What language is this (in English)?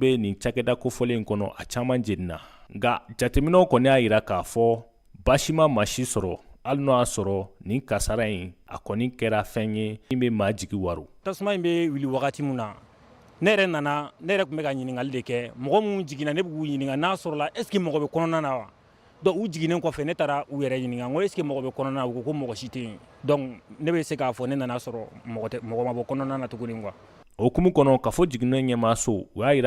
Bambara